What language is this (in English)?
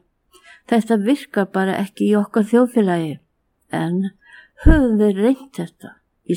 Icelandic